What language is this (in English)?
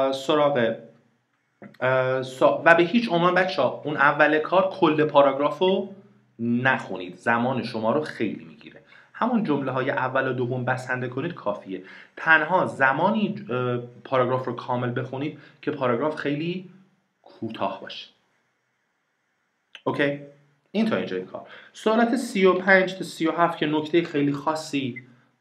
Persian